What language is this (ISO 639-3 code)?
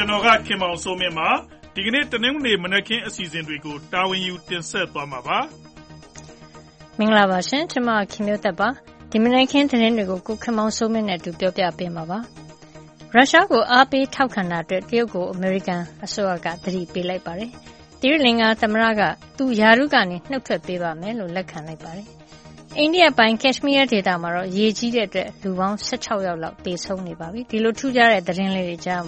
mya